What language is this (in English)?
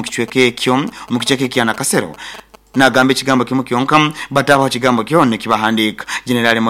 Nyoro